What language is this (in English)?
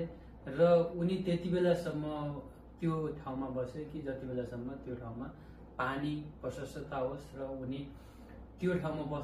Nepali